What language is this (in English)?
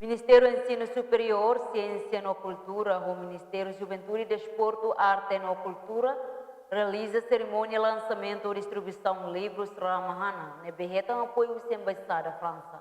Tetum